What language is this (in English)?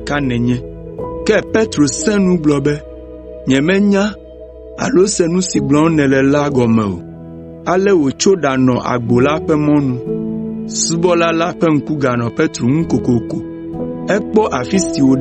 Ewe